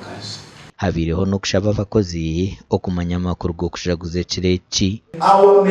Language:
Nyankole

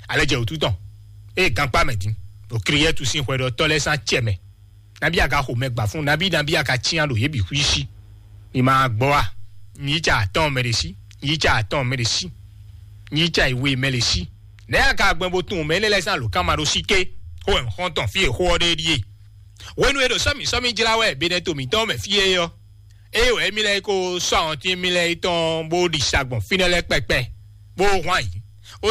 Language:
Fon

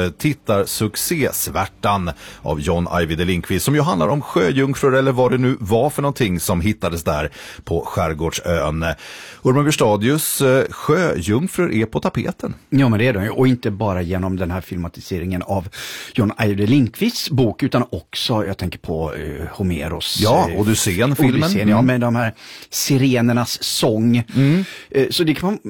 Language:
Swedish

